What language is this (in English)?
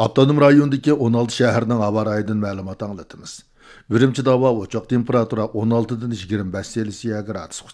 Uyghur